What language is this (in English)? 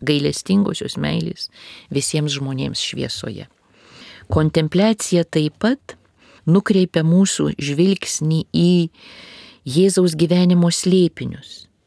Lithuanian